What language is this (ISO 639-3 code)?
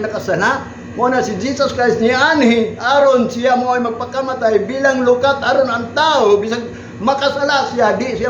ceb